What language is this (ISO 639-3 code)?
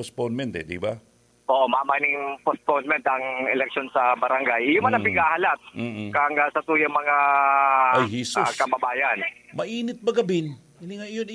bik